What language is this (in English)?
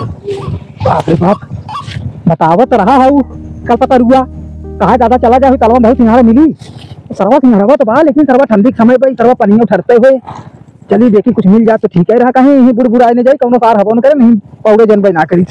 Awadhi